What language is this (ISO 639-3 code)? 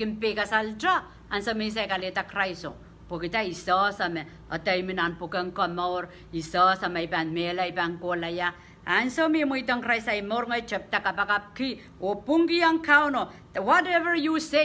pon